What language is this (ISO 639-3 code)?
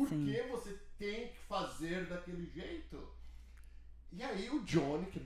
por